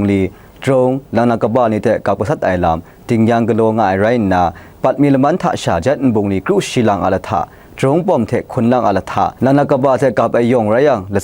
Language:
Kachin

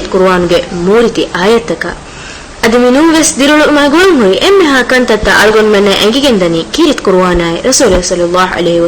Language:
Divehi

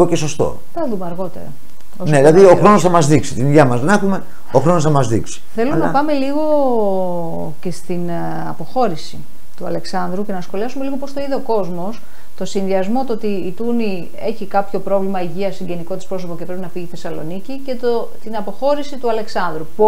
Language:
Greek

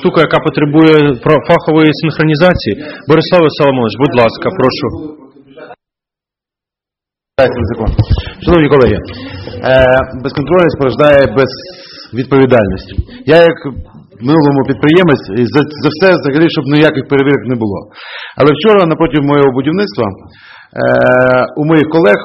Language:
Ukrainian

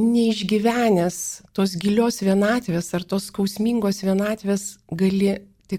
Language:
Lithuanian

